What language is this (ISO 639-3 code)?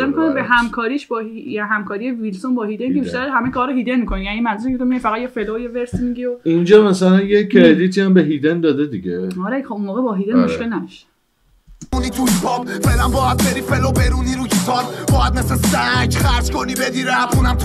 fas